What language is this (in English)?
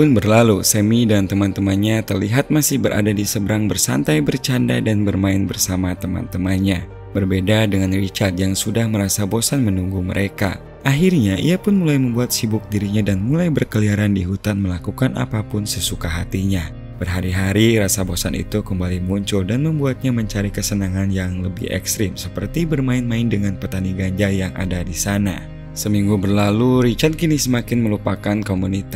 Indonesian